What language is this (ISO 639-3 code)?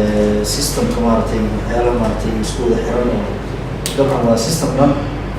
som